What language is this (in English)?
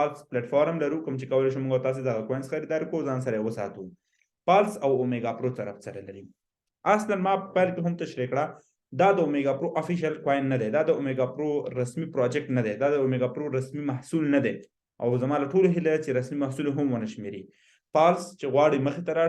Pashto